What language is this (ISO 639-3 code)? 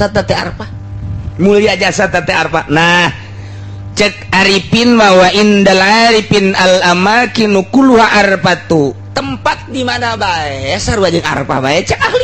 sun